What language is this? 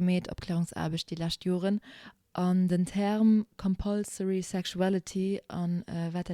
Luxembourgish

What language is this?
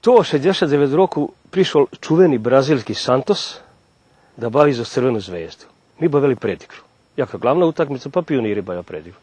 Rusyn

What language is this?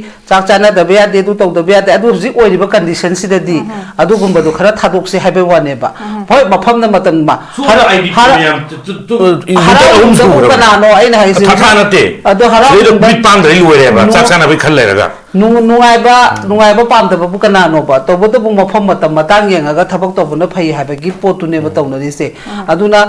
Manipuri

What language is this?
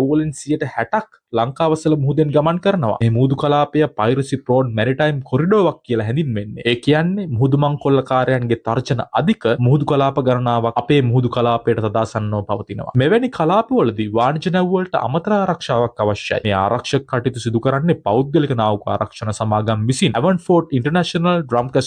Sinhala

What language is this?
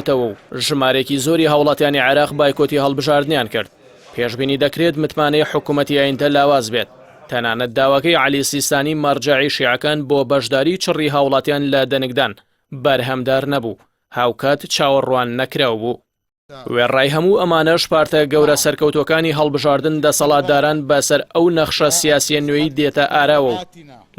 Central Kurdish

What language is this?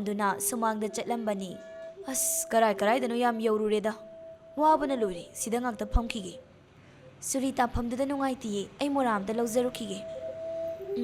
Manipuri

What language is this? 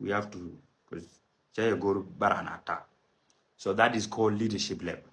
Nuer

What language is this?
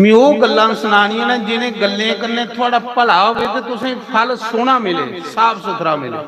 Dogri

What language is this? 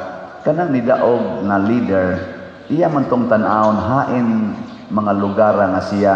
Cebuano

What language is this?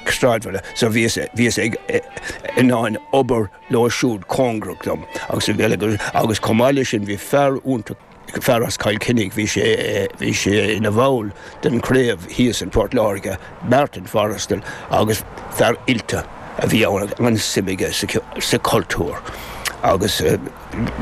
Irish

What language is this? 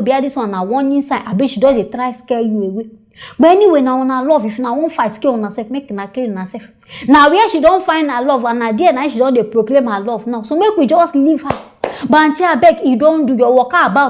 Nigerian Pidgin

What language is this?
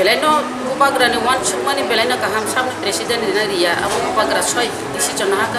Kok Borok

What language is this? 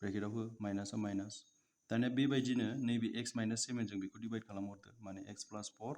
Bodo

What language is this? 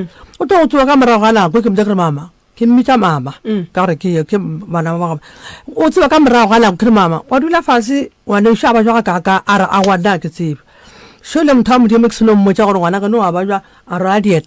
Northern Sotho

